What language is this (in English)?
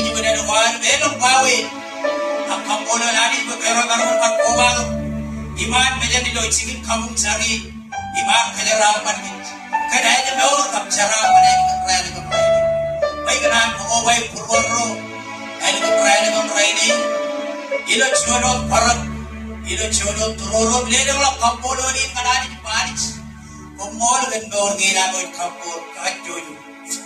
Marshallese